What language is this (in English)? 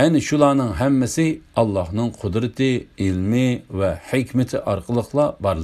Uyghur